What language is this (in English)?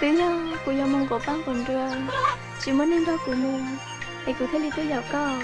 Hmong